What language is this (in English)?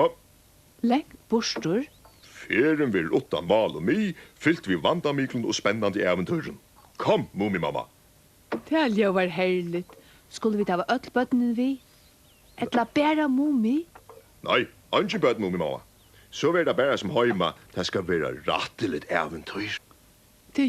Faroese